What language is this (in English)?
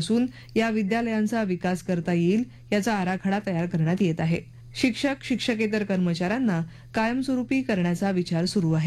Marathi